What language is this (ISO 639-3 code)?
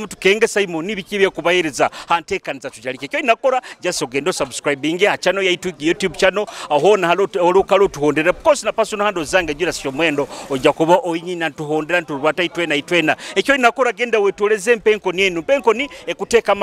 nyo